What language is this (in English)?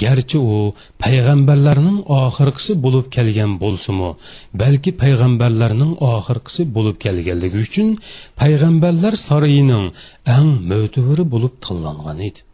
Uyghur